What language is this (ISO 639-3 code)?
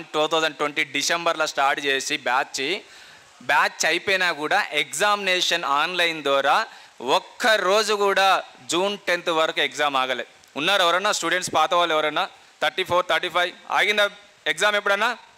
tel